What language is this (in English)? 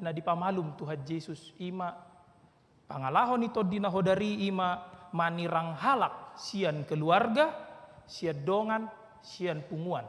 Batak Toba